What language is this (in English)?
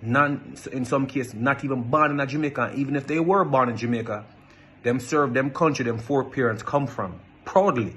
Jamaican Creole English